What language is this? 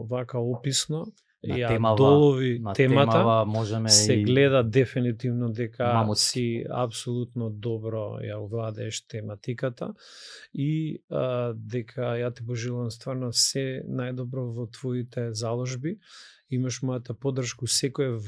Macedonian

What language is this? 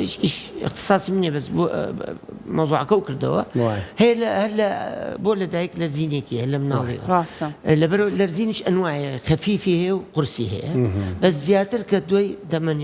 Central Kurdish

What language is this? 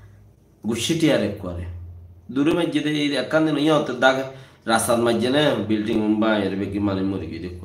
Rohingya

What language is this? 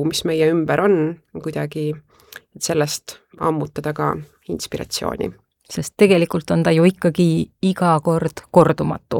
Estonian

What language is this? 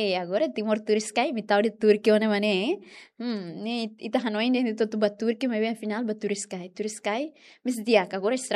Tetum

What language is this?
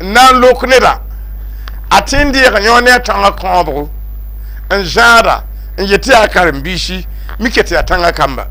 Mossi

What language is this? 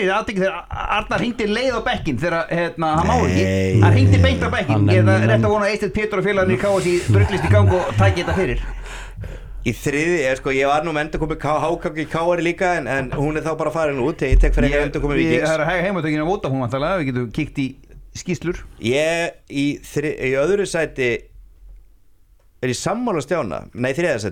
Icelandic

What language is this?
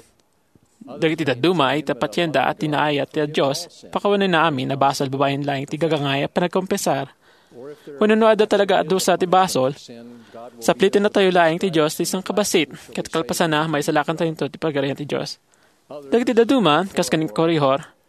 Iloko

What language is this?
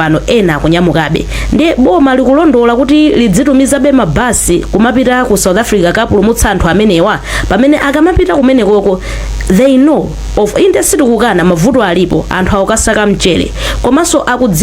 Nyanja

